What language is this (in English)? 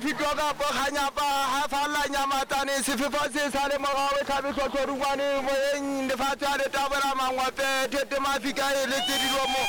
Southern Sotho